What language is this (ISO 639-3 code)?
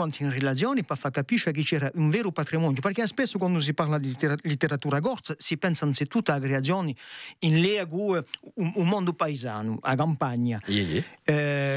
cos